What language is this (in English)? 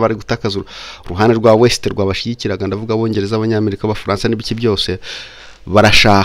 Kinyarwanda